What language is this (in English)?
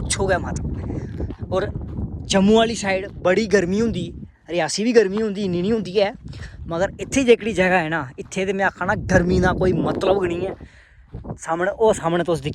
Dogri